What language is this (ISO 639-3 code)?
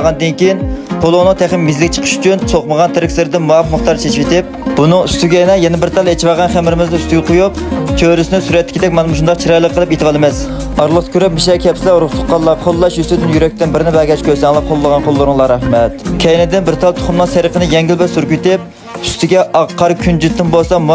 uig